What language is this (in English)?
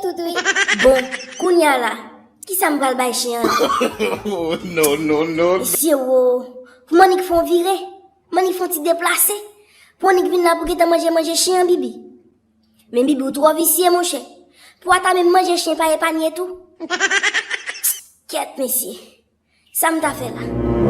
Haitian Creole